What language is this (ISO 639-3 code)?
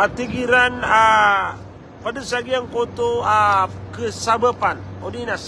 mrw